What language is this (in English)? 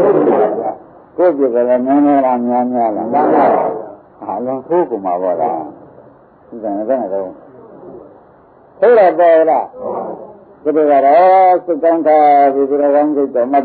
Burmese